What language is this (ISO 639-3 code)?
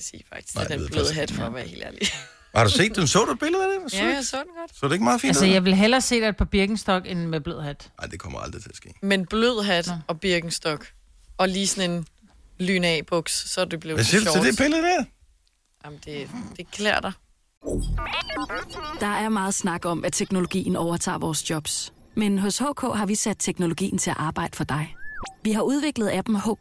dan